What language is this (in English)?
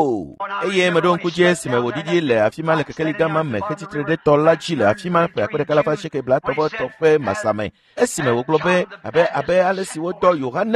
Ewe